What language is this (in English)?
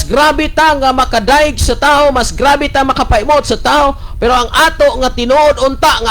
Cebuano